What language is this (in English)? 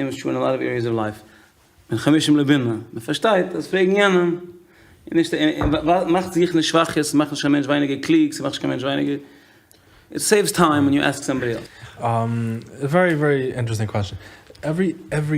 Yiddish